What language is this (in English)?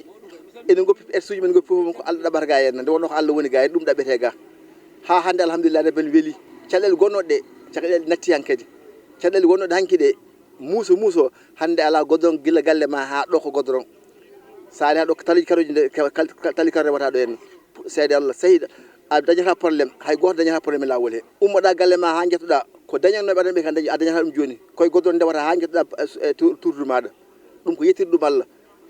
Fula